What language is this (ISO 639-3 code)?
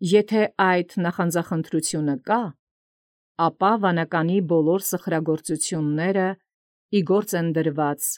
hye